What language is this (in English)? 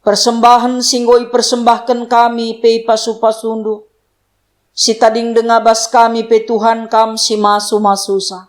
Batak Karo